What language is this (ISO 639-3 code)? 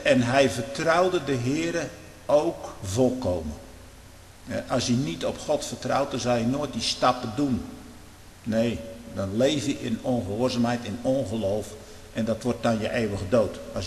nld